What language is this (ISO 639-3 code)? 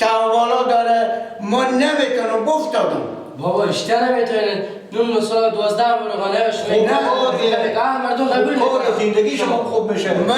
fas